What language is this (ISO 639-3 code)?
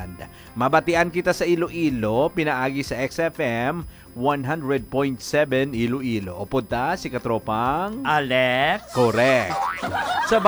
hil